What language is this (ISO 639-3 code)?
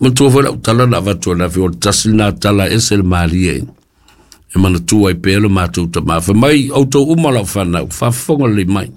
smo